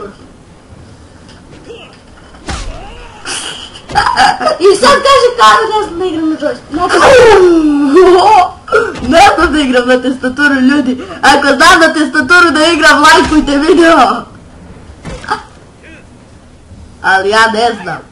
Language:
Serbian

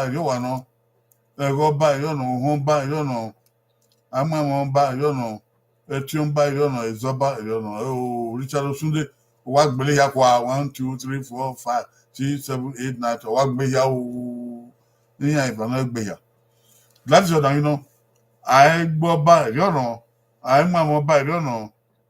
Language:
Bini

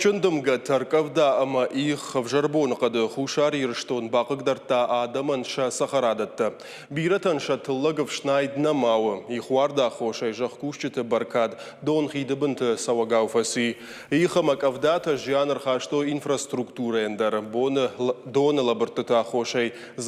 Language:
Ossetic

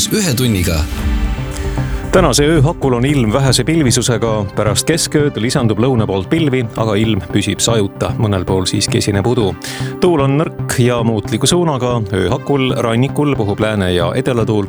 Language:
Estonian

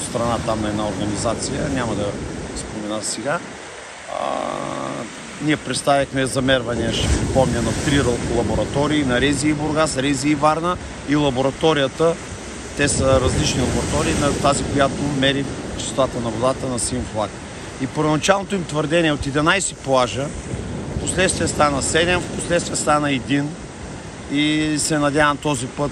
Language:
Bulgarian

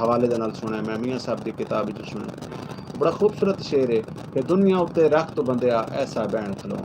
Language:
Saraiki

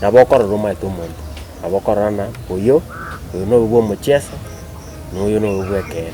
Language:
Gusii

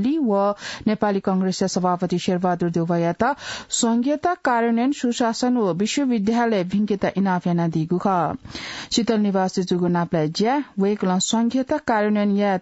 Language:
Newari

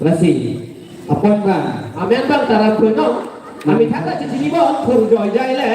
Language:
Karbi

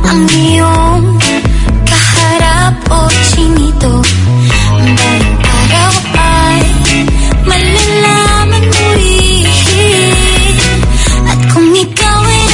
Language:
Filipino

